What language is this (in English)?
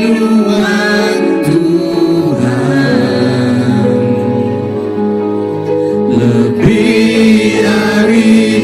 Iban